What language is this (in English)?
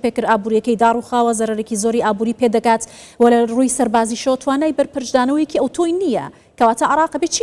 Central Kurdish